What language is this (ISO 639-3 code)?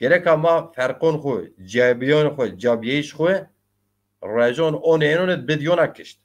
zza